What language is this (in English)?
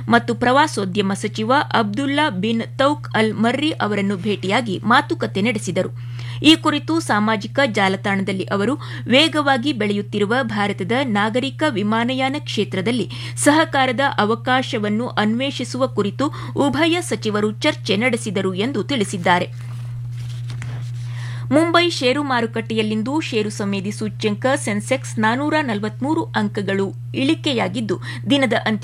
Kannada